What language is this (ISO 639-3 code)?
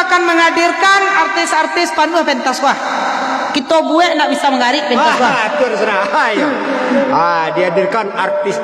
min